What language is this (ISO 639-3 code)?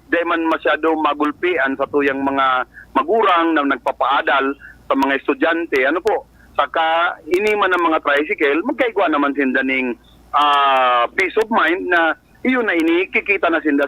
bik